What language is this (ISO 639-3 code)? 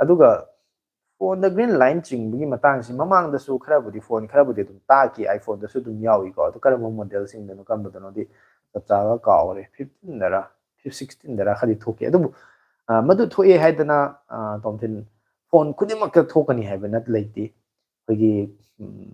mni